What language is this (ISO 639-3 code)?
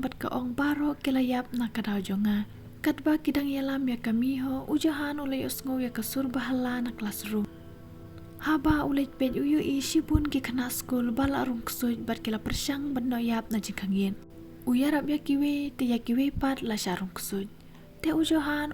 kha